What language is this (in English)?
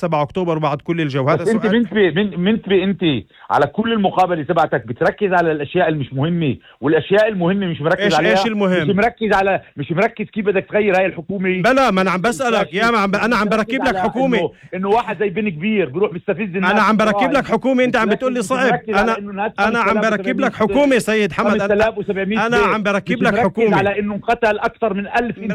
North Levantine Arabic